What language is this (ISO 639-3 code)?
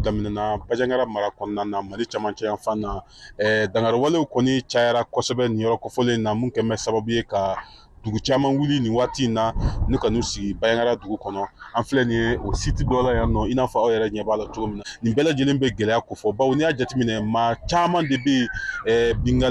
bam